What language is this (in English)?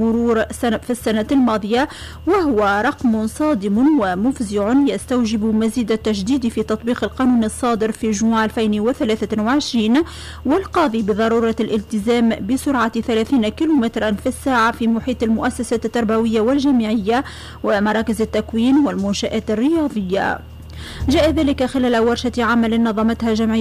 Tunisian Arabic